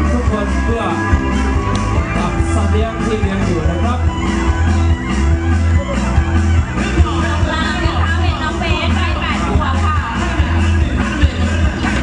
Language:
Thai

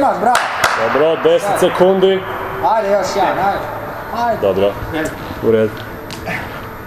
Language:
Croatian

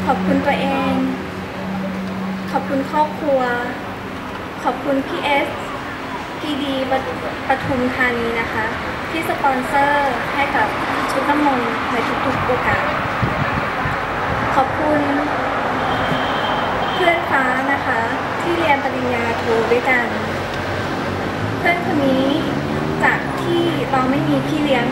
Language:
Thai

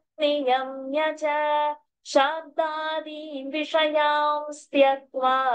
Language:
Sanskrit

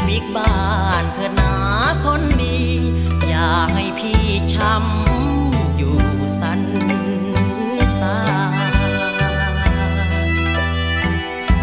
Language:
Thai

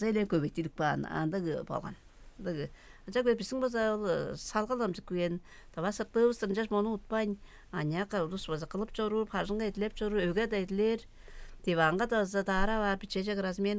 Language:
Tuvinian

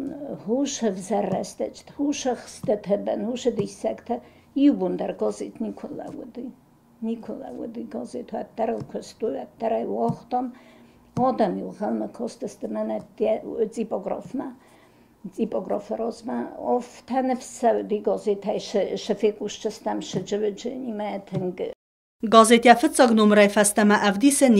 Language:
Ossetic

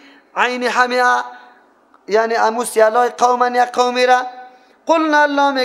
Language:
Persian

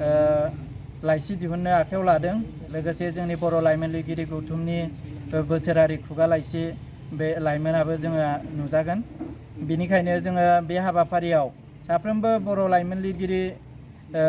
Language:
Bodo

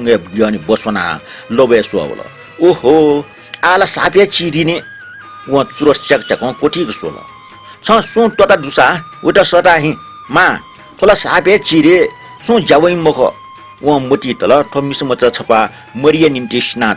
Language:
Newari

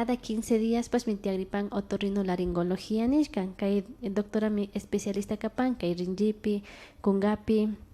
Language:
Imbabura Highland Quichua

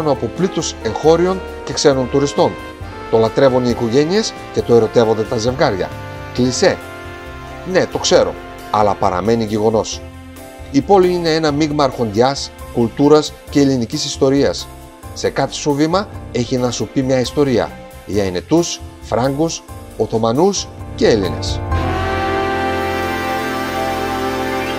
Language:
Greek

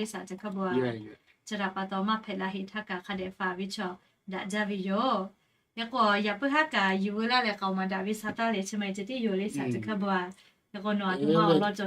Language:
Lahu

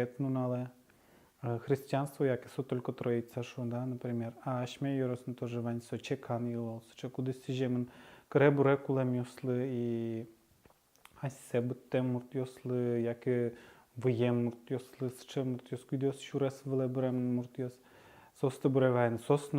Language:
Udmurt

